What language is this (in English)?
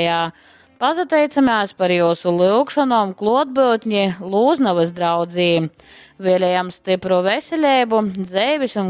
Latgalian